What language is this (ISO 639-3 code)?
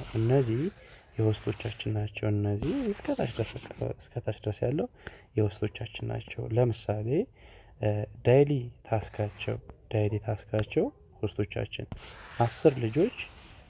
amh